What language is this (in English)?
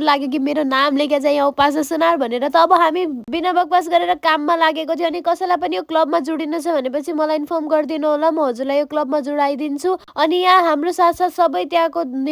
Nepali